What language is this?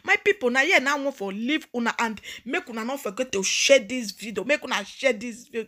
Nigerian Pidgin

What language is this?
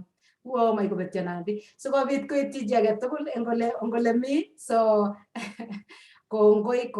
Kalenjin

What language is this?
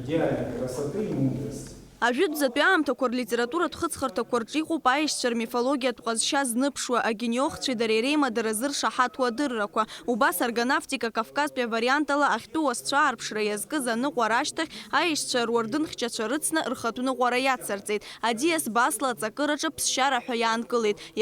Abkhazian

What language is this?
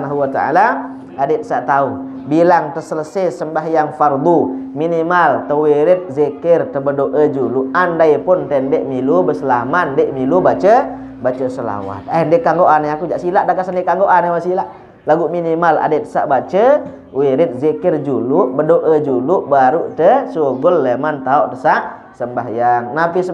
Sasak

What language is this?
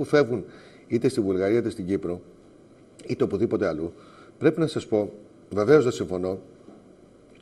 Greek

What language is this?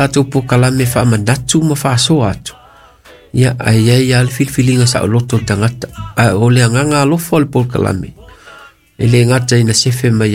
Samoan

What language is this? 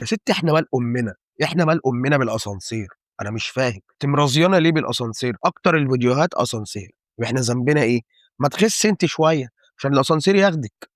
Egyptian Arabic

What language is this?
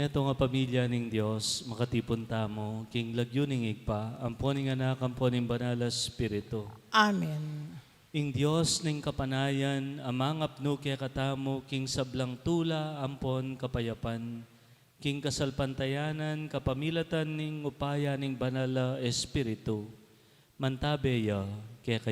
Pampanga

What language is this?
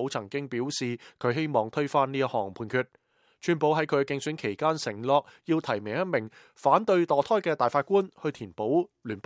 Cantonese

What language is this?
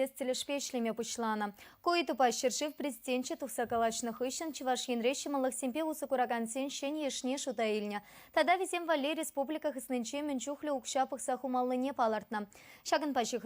Chuvash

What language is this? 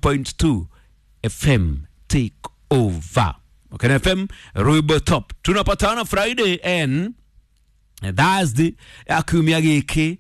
Kikuyu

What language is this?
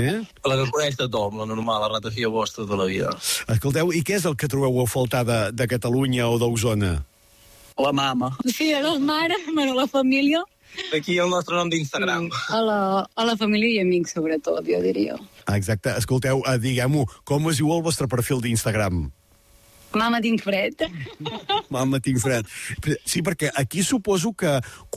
Catalan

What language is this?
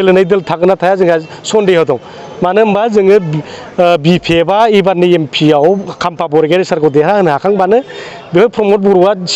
Bodo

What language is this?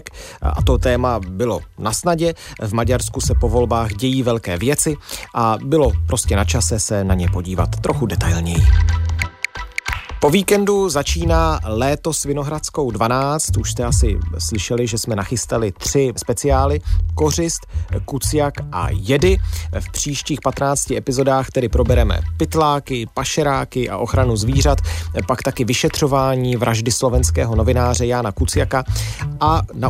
Czech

